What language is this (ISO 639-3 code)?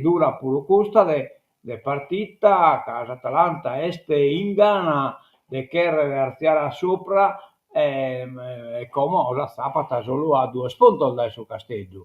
srd